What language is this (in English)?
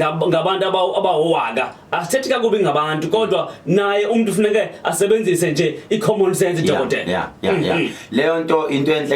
Zulu